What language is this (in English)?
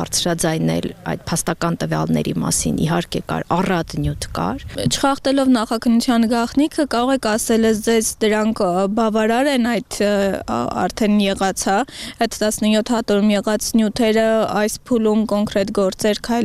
Armenian